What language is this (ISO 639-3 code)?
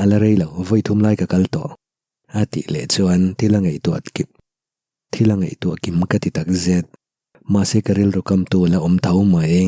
lus